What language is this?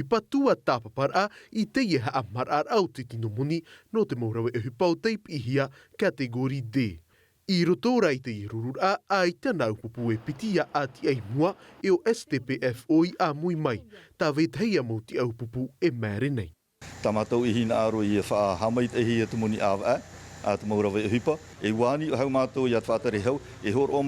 Tahitian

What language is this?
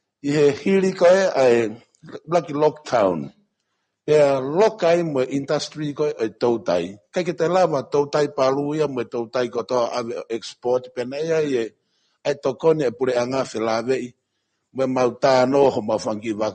Tongan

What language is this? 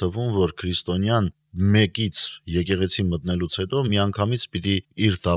Armenian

